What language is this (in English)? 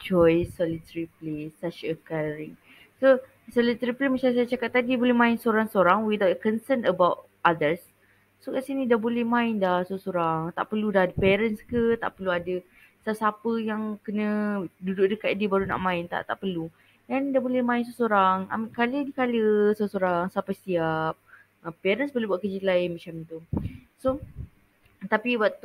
Malay